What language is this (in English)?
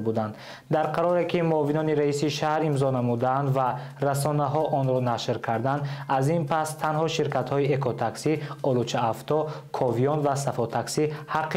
Tajik